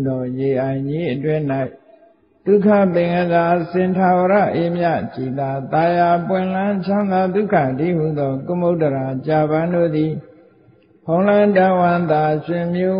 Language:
Burmese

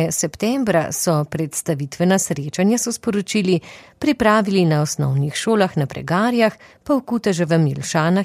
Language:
Slovenian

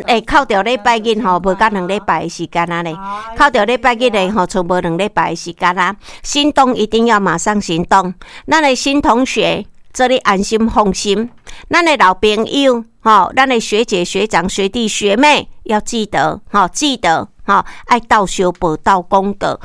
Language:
Min Nan Chinese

